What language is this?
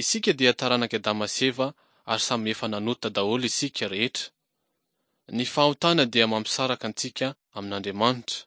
Malagasy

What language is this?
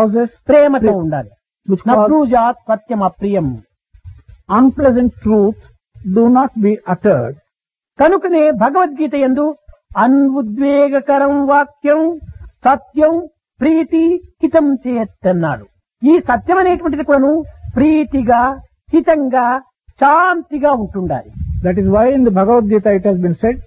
Telugu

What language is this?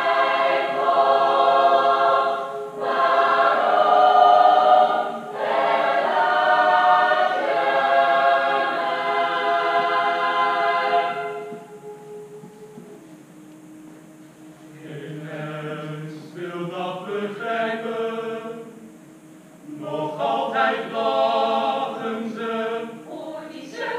Dutch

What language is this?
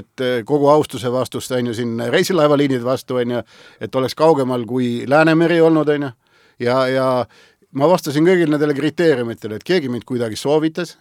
Estonian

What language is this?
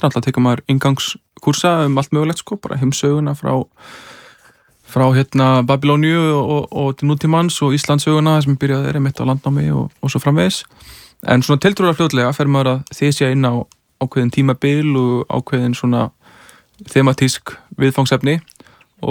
Icelandic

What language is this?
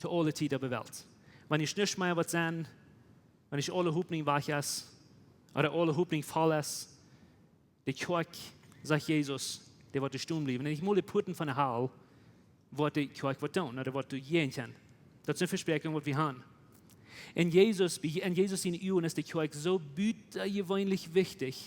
Plautdietsch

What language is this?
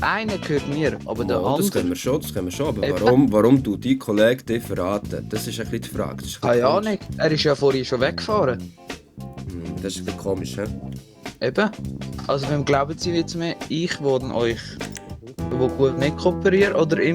Swiss German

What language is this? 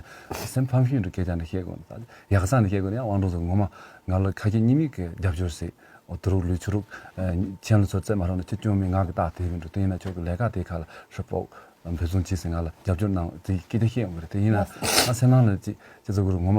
Tibetan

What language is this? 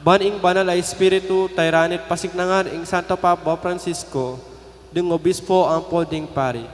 Pampanga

